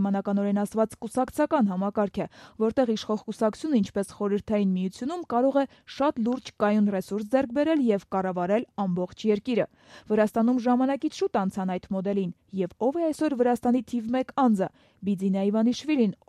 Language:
Armenian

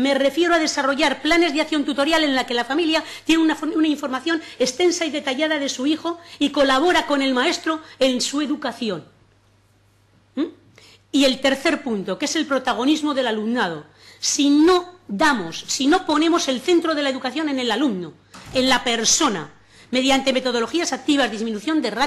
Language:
Spanish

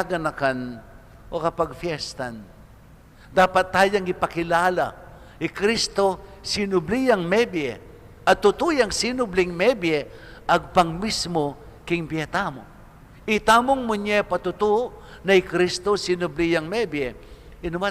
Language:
Pampanga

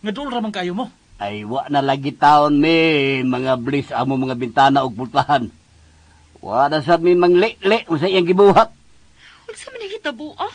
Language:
Cebuano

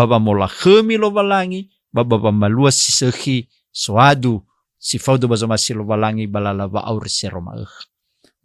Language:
Nias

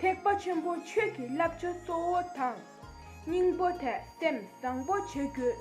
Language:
Tibetan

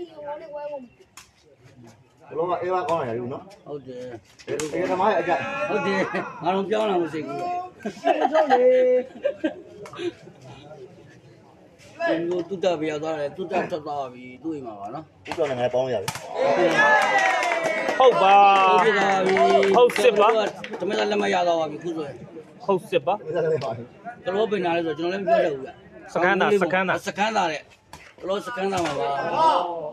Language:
Burmese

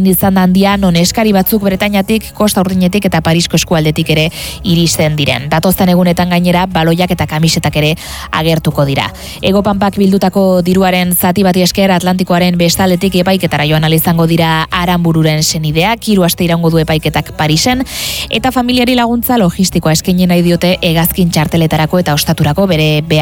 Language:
Basque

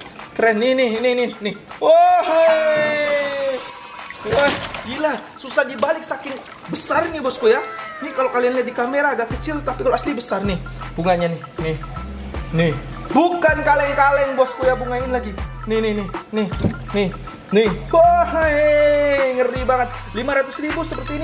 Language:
Indonesian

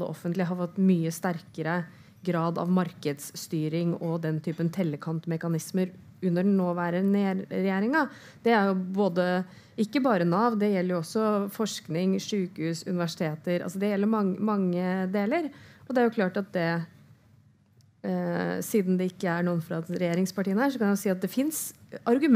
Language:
Norwegian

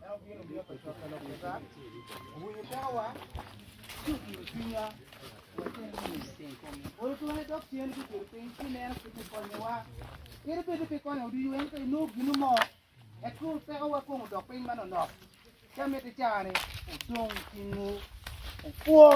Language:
Acoli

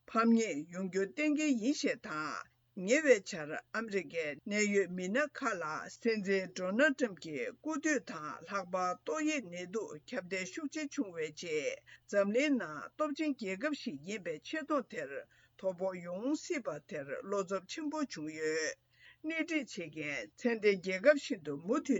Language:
Tibetan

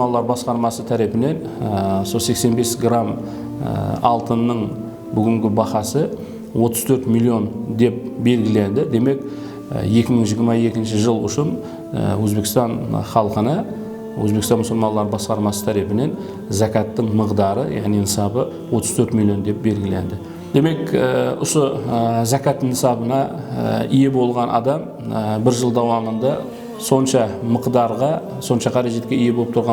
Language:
Kara-Kalpak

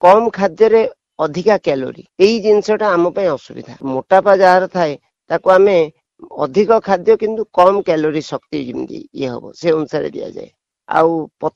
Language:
Odia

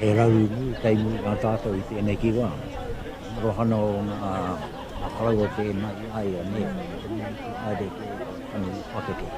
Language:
Māori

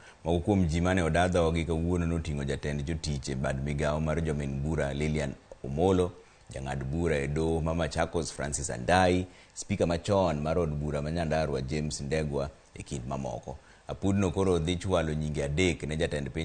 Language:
Luo (Kenya and Tanzania)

